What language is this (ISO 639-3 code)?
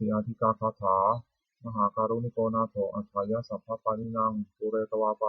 pli